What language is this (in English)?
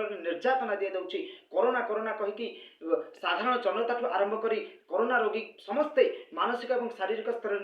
Odia